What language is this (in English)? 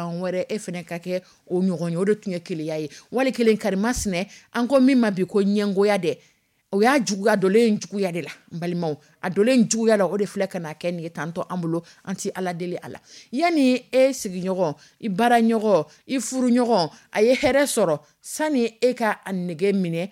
Dyula